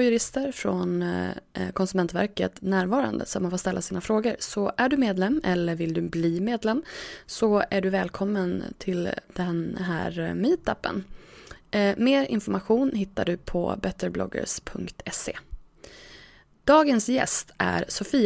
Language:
Swedish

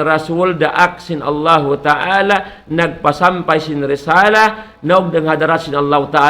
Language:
Tausug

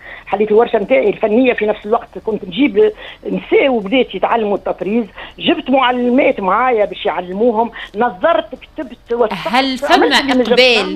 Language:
Tunisian Arabic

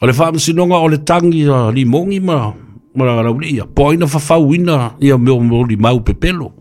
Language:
Samoan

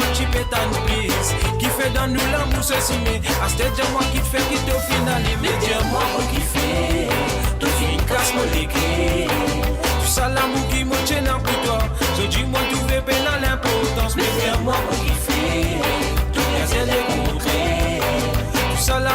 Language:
Morisyen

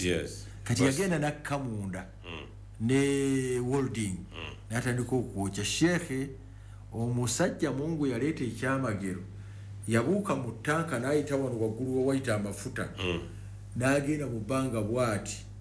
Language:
Ganda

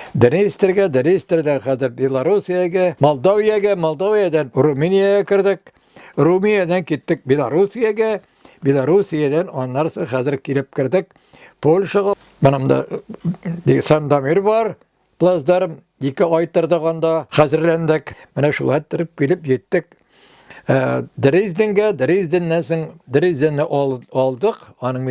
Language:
Tatar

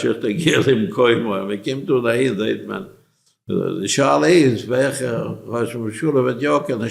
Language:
Yiddish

